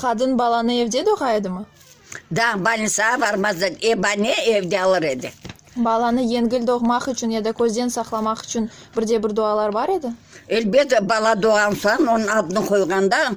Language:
Crimean Tatar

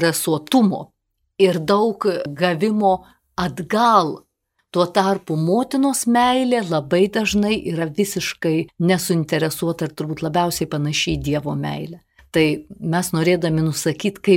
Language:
Lithuanian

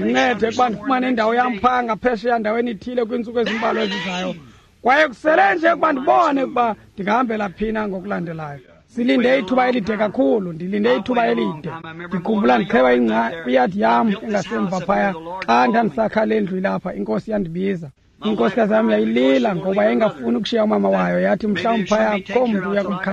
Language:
Xhosa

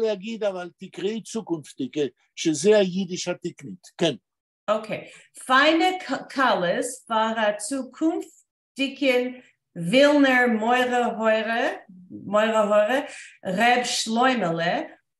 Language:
Yiddish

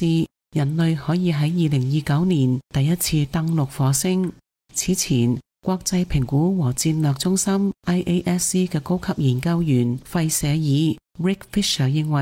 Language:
Cantonese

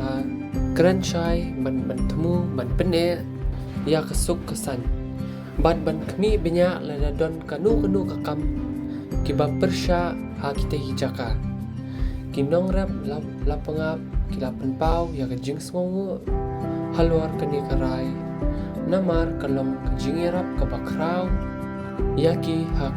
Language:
Khasi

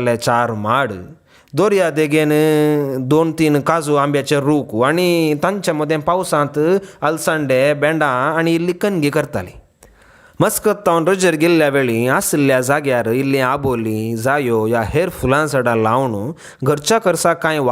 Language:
Konkani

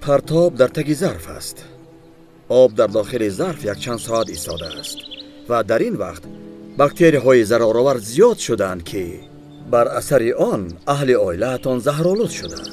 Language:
Tajik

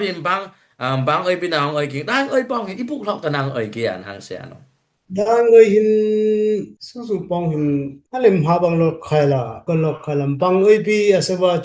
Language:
Dimasa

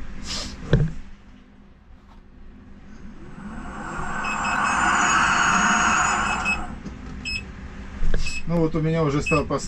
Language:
Russian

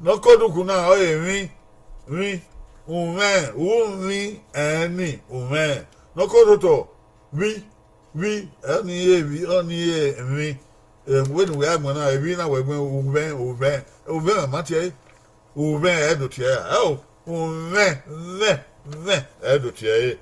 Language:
Bini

